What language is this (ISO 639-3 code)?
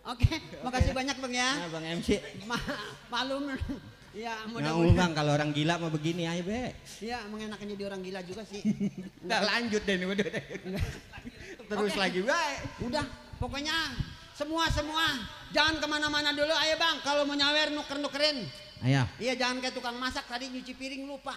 bew